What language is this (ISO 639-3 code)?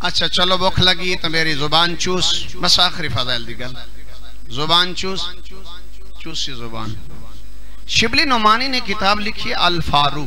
skr